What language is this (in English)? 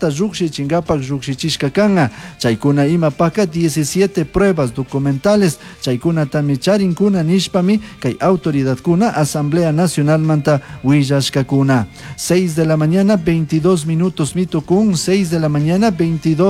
Chimborazo Highland Quichua